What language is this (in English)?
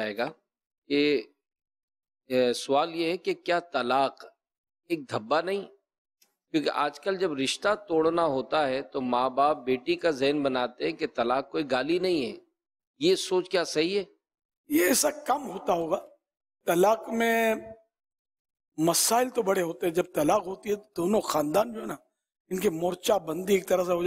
Urdu